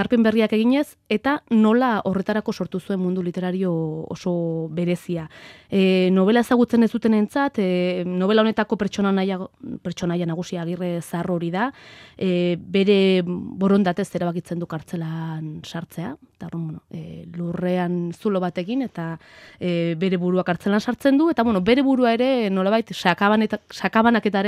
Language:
Basque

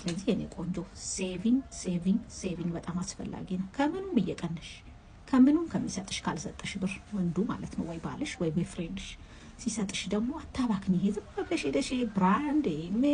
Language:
Amharic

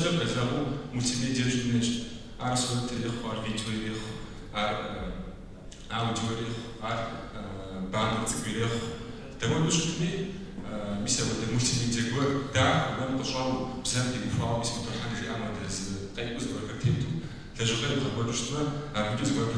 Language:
Kabardian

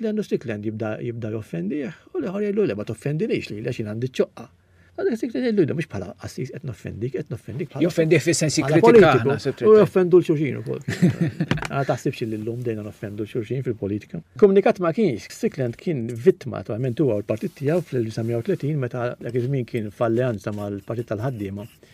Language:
Maltese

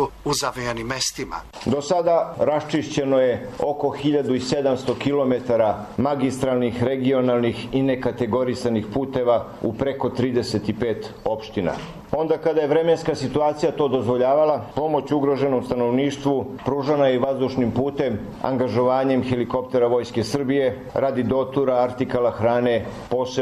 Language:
Serbian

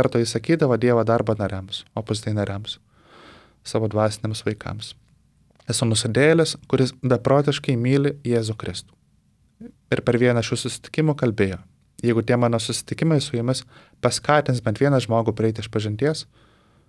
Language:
Lithuanian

